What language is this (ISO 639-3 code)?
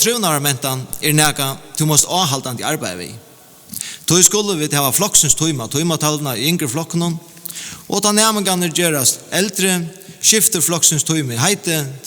fao